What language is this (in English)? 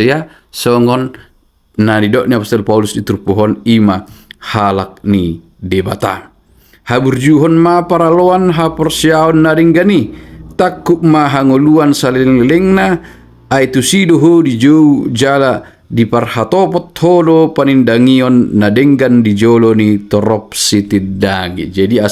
Batak Toba